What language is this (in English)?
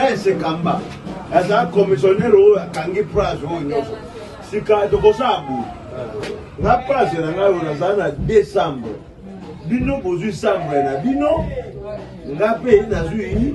Lingala